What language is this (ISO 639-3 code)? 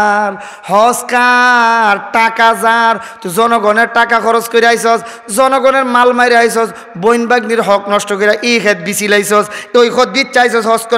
syl